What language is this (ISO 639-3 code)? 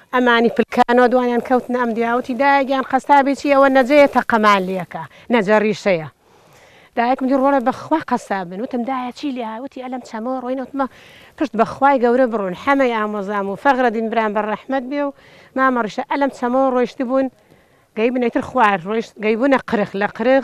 ckb